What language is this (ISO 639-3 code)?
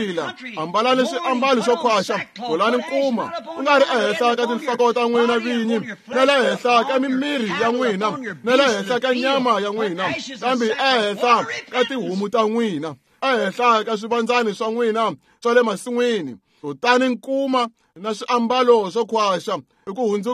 tso